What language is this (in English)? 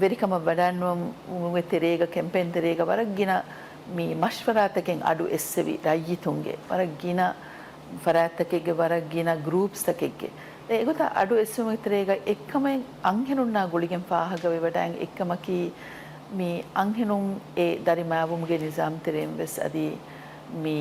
Divehi